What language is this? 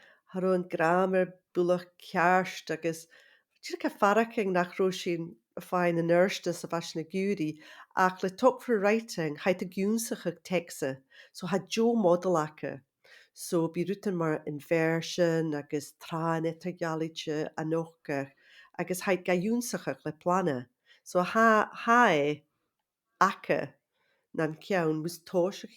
Scottish Gaelic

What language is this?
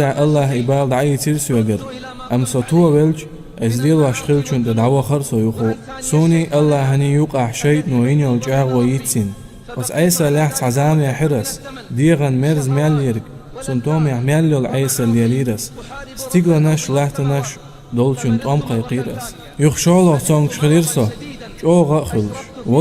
Chechen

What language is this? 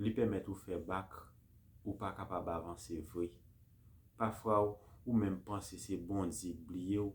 Haitian Creole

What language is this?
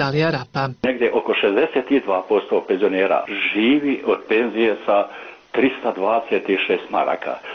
Bosnian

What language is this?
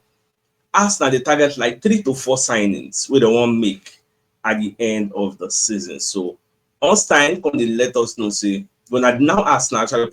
Nigerian Pidgin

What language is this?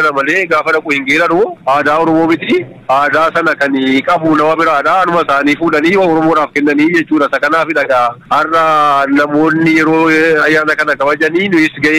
Oromo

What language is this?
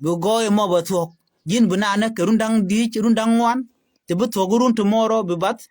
Nuer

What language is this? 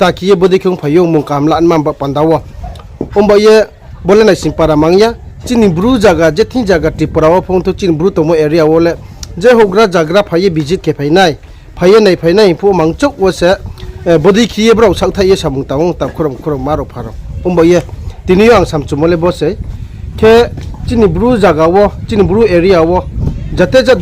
Riang (India)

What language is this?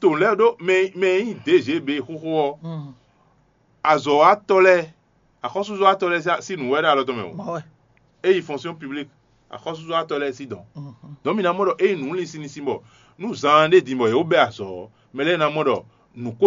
Fon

